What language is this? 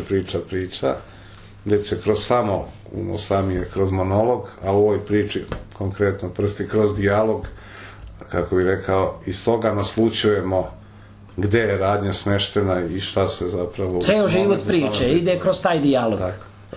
Serbian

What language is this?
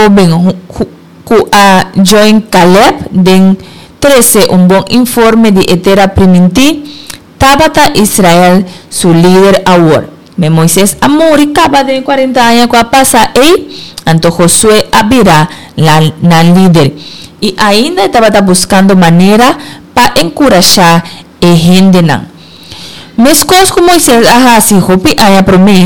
Papiamento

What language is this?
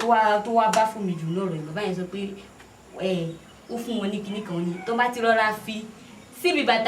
Yoruba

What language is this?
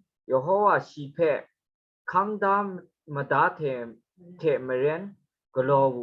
Kachin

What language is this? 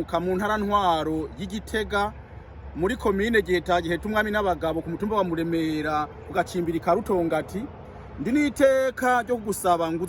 Rundi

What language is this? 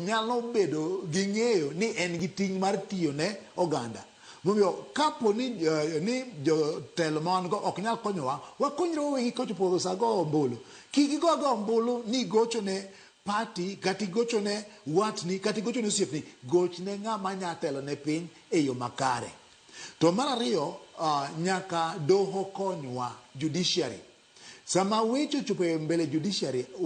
Luo (Kenya and Tanzania)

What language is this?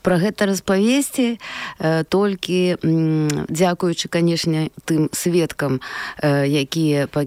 Belarusian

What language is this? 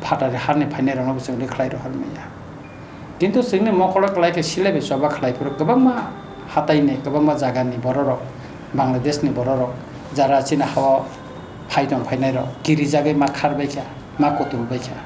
Kok Borok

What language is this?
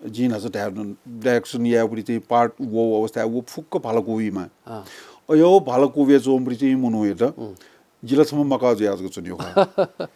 Newari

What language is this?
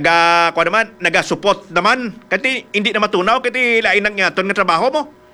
Hiligaynon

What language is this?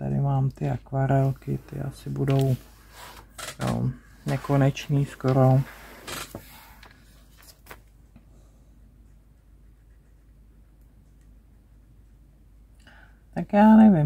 Czech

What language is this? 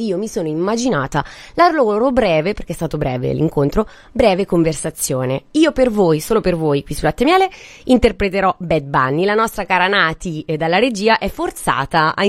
Italian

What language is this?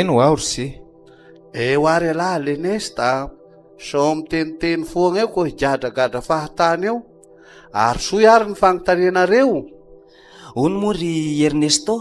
Malagasy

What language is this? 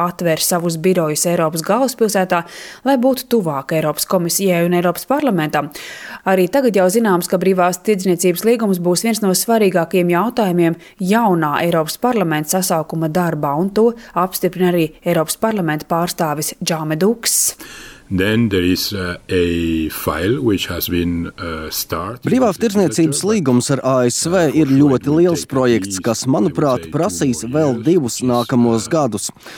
Latvian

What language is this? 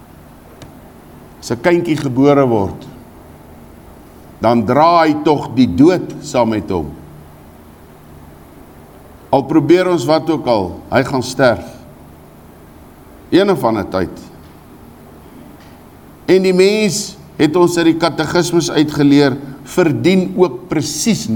Afrikaans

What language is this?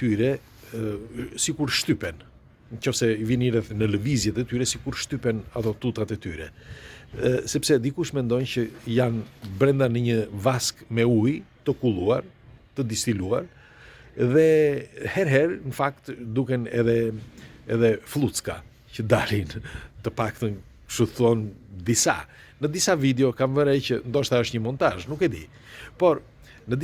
Albanian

